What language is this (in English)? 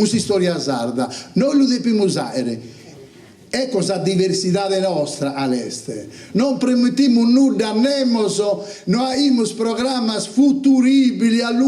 Sardinian